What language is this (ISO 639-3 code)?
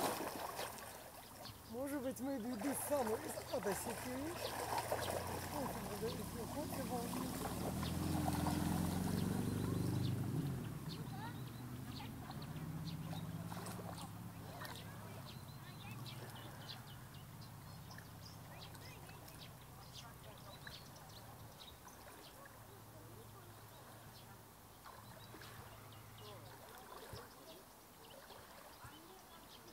rus